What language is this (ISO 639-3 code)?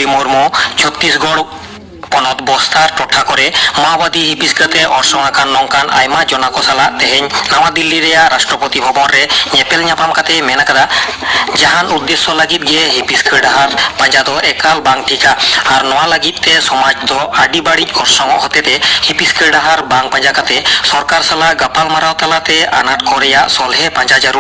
sat